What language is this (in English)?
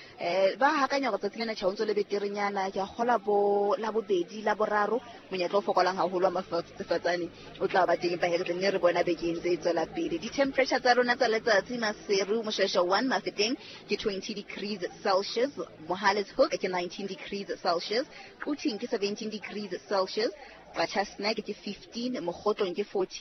Southern Sotho